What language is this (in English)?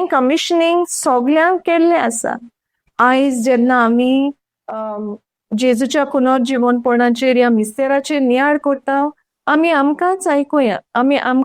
Konkani